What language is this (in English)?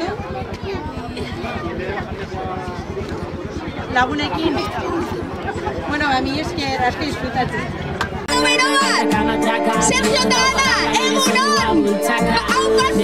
Basque